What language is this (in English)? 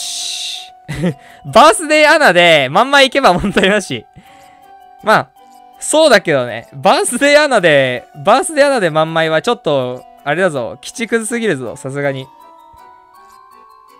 Japanese